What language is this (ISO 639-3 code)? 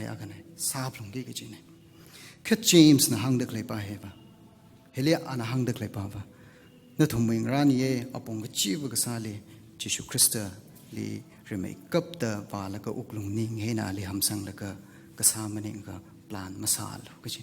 nmf